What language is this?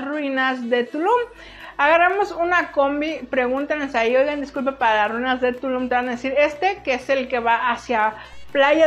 Spanish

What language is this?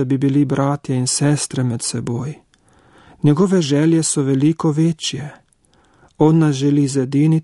Slovenian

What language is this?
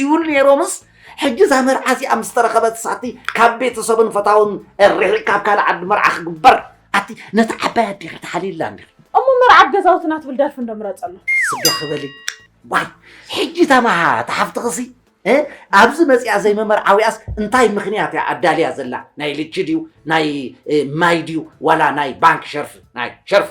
Tigrinya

